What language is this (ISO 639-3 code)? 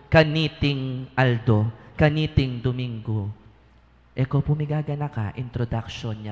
pam